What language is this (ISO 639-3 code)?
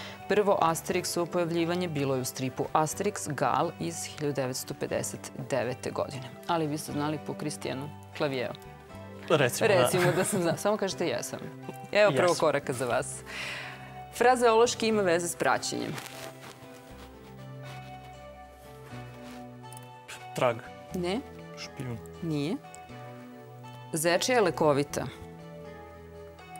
srp